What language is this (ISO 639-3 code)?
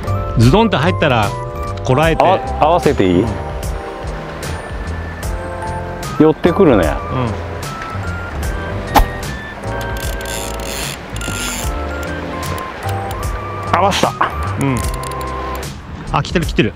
jpn